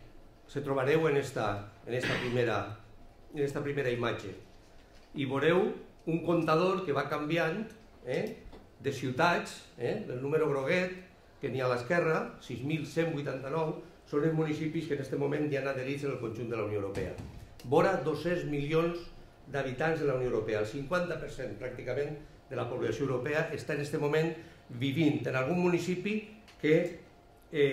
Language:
Catalan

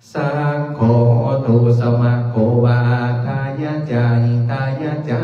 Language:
Pali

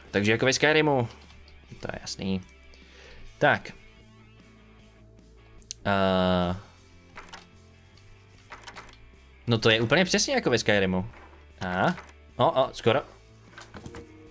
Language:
Czech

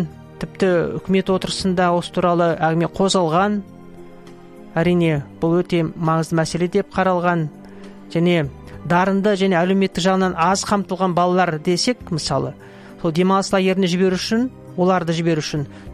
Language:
Kazakh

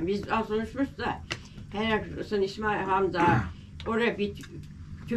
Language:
Turkish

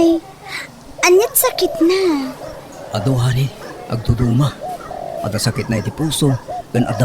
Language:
Iloko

